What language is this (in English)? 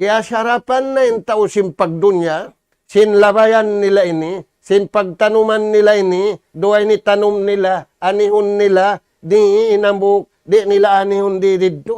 Tausug